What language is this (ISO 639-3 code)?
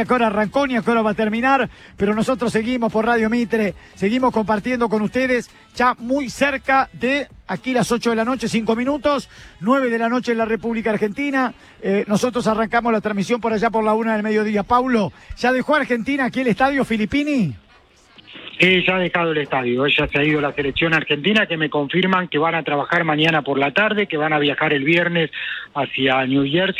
spa